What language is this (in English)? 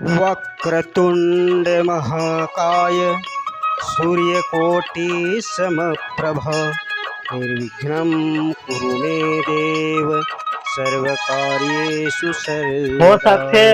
Chhattisgarhi